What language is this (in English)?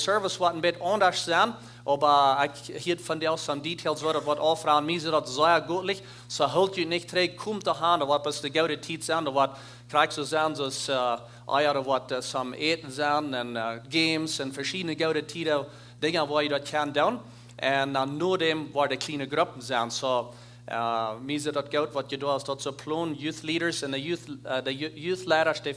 Plautdietsch